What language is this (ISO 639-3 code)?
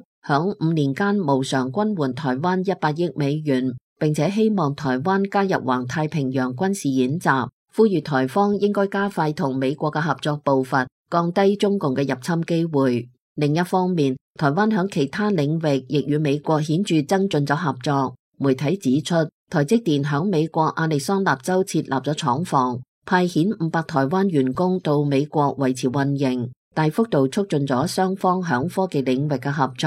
yue